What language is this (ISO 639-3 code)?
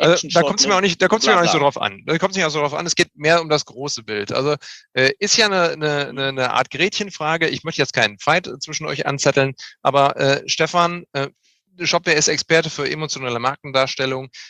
deu